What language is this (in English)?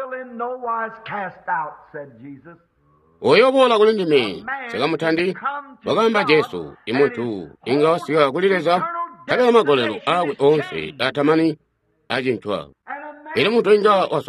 Tonga (Zambia)